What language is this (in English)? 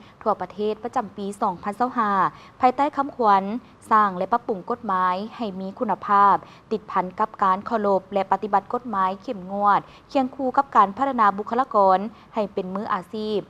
Lao